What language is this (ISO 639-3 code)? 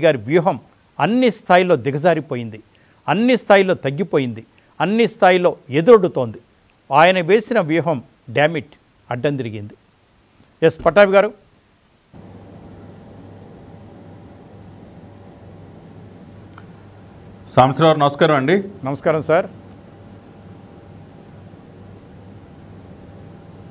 tel